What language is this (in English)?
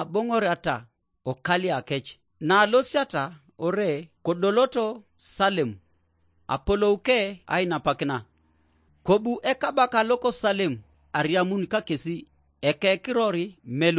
Teso